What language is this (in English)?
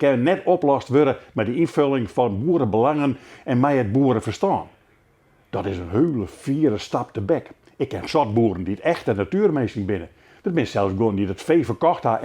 Western Frisian